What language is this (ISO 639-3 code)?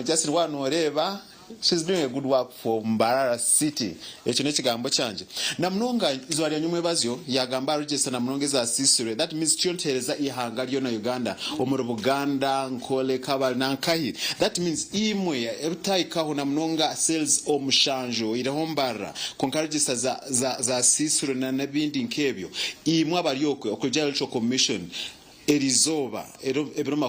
nyn